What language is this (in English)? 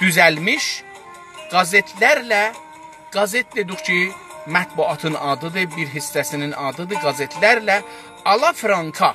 South Azerbaijani